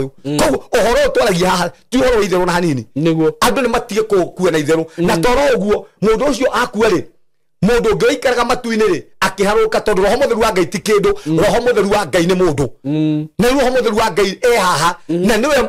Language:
Kikuyu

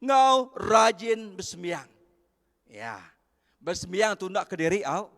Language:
Iban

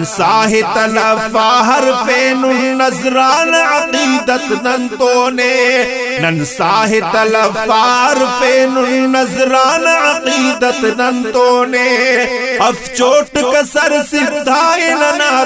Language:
Brahui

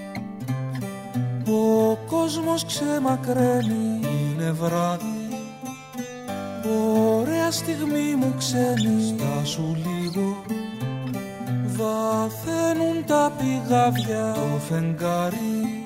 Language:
Greek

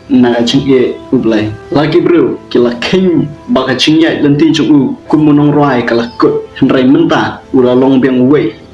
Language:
Khasi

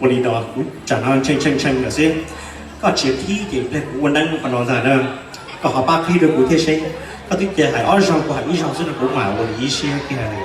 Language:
Hmong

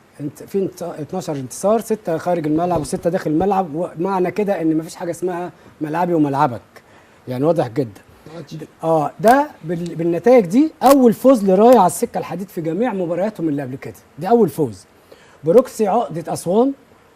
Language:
Egyptian Arabic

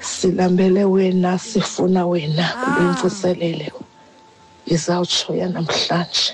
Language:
Xhosa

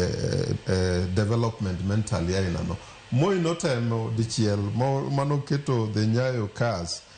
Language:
Luo (Kenya and Tanzania)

